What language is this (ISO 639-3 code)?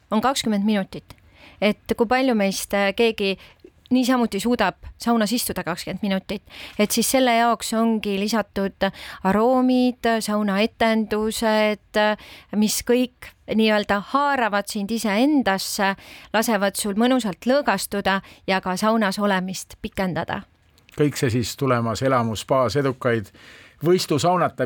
est